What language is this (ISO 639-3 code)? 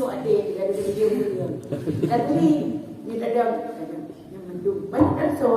ace